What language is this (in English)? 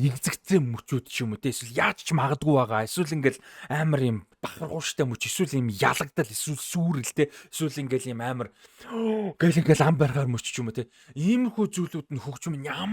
Mongolian